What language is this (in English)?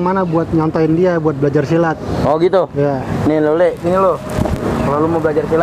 Betawi